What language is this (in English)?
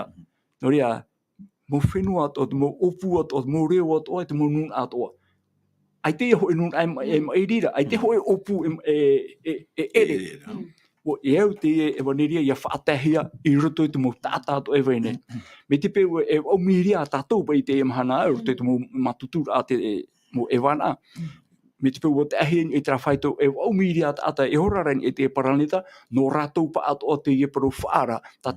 Tahitian